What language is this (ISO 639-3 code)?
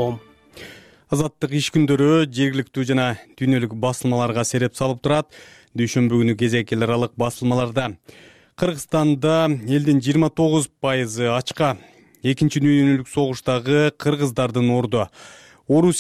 kir